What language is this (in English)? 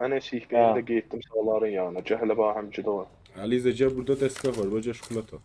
South Azerbaijani